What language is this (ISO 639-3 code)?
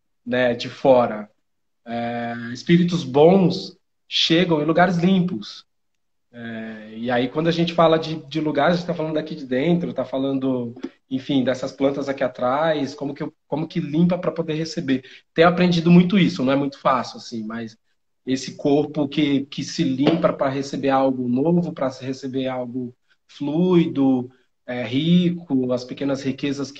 por